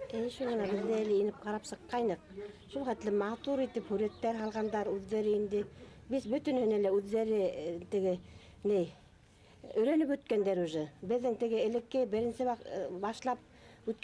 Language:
Bashkir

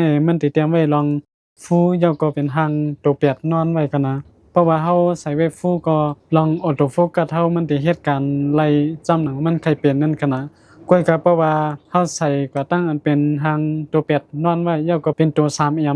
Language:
Shan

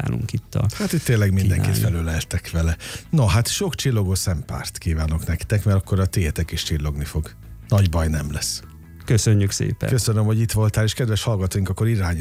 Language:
Hungarian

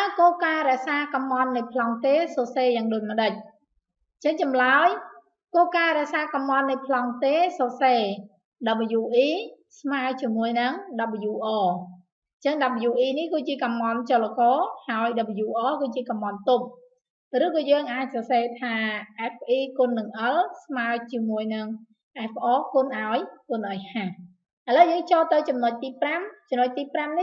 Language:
Khmer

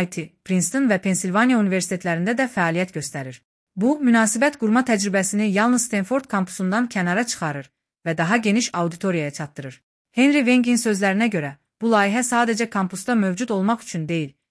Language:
Azerbaijani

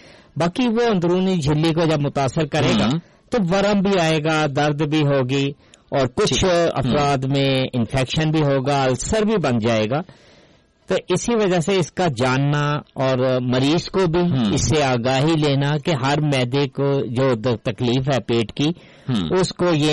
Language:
Urdu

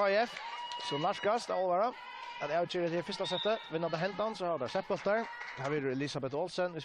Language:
Faroese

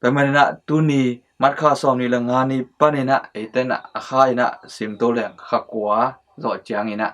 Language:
Tedim Chin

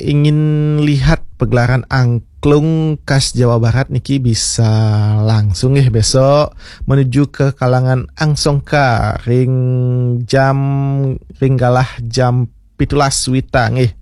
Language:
Balinese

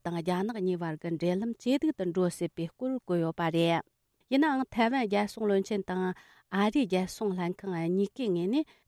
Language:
Tibetan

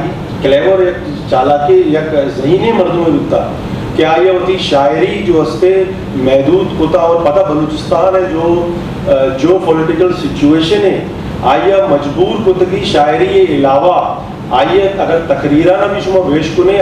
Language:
Eastern Balochi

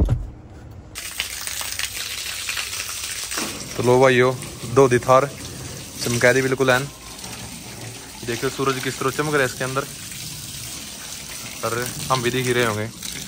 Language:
Hindi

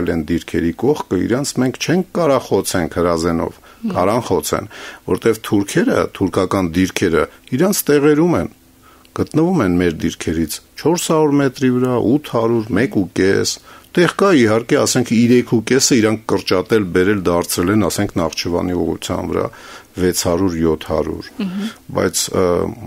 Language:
Armenian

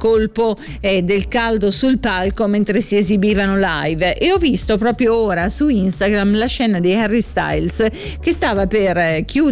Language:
Italian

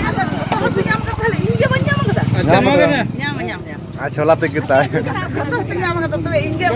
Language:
Santali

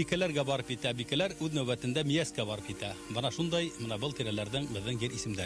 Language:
Bashkir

